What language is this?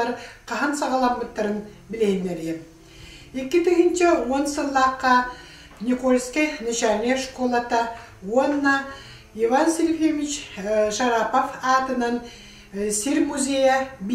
Yakut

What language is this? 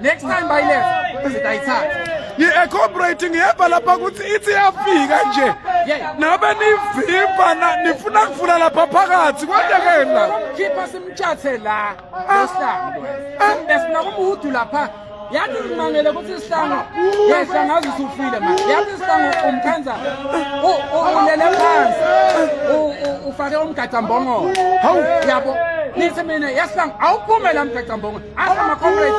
Swati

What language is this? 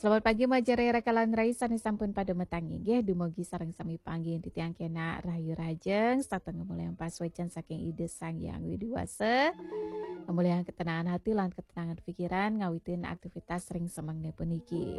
Balinese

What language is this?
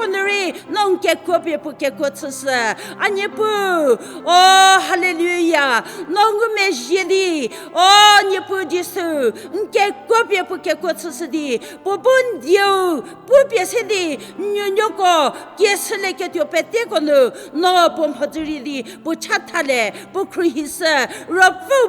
Angami Naga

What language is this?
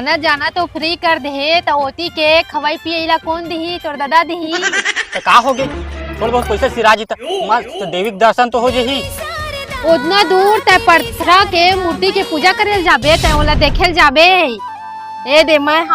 Chhattisgarhi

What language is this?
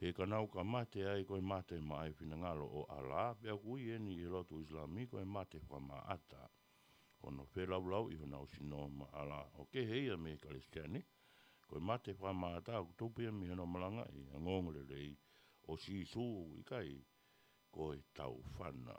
Tongan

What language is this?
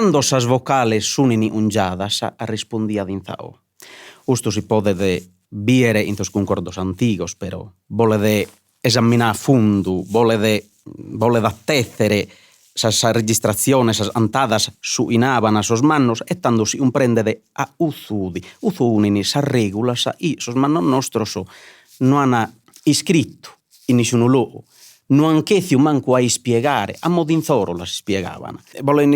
Sardinian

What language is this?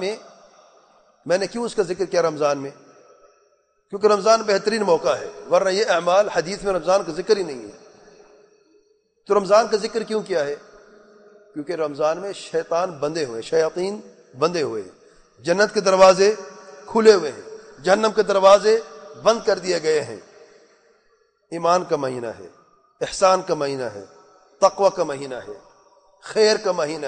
Urdu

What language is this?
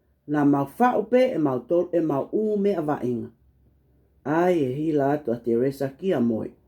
Tongan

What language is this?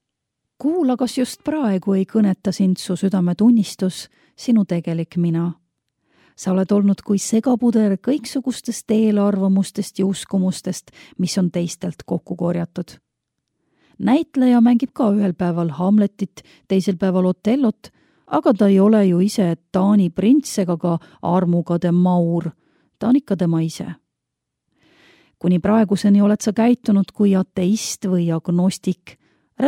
Estonian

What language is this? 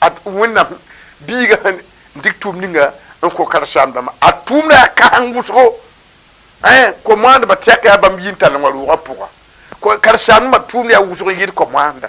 Mossi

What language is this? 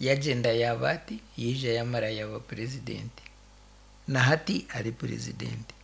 Nyankole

